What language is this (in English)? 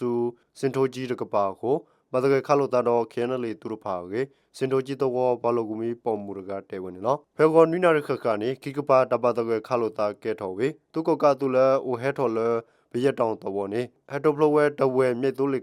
S'gaw Karen